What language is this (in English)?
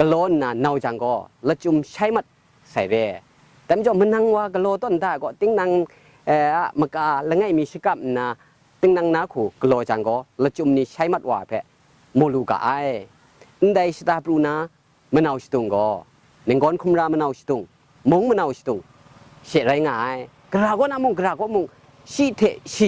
Kachin